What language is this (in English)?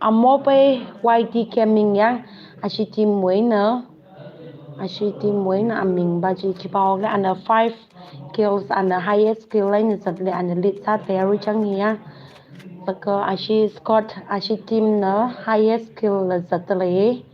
Tangkhul Naga (India)